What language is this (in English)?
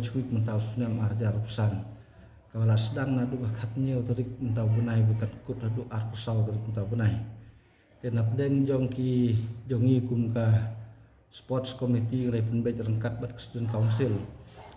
Khasi